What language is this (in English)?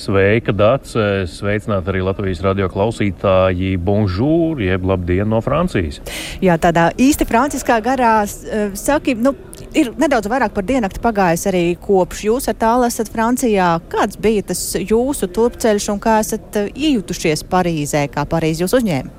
Latvian